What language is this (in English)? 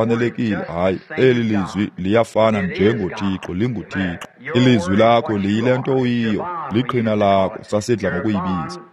Xhosa